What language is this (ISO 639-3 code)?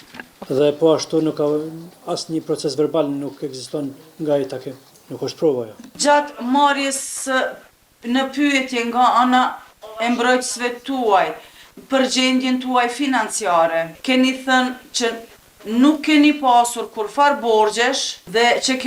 sqi